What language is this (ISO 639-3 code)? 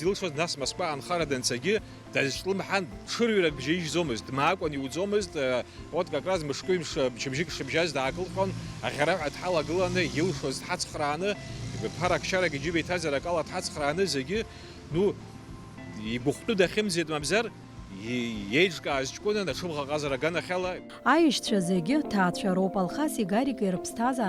abk